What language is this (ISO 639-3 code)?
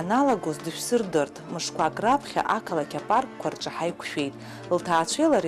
abk